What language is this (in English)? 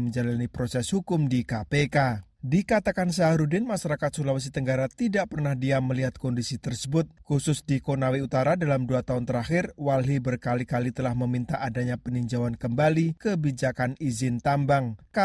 Indonesian